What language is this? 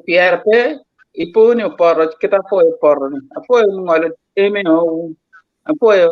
Acoli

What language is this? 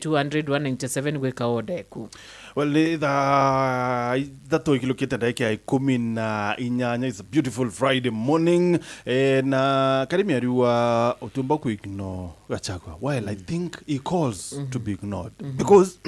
Meru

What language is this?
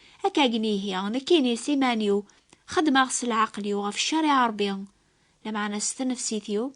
Kabyle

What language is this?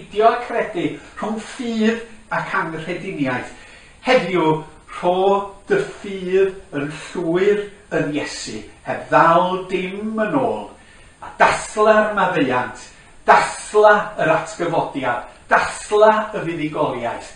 Welsh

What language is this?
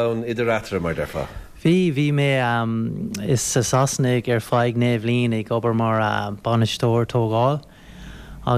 Irish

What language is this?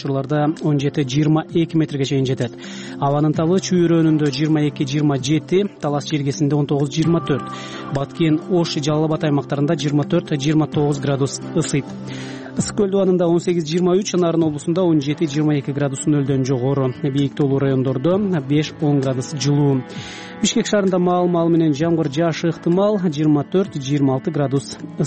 Kyrgyz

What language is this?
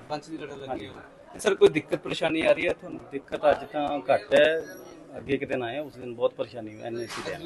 Punjabi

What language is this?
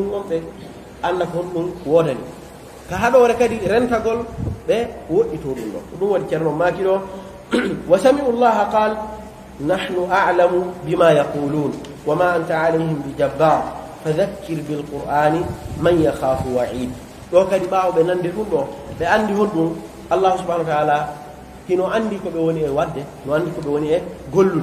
Pular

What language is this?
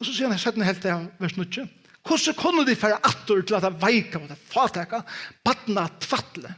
Faroese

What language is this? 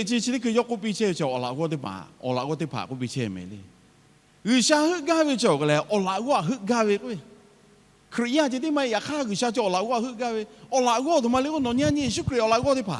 Lahu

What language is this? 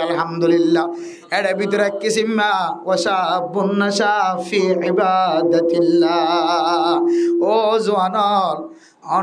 Rohingya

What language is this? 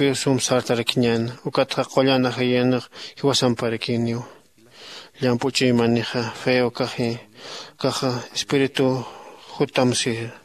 Aymara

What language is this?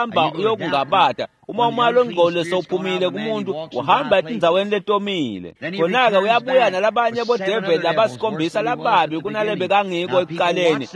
Swati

